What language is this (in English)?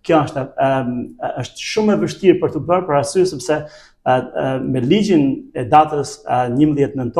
Albanian